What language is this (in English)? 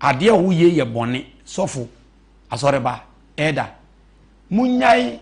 Akan